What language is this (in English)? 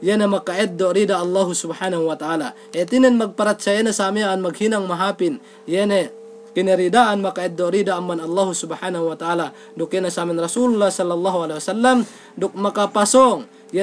Yakan